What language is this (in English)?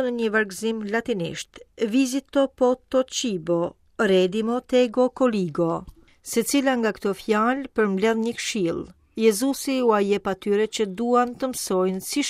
Albanian